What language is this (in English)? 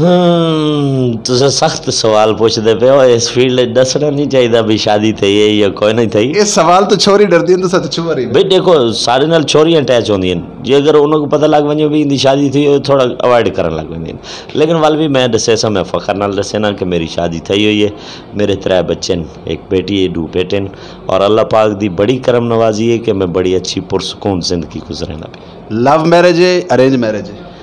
Saraiki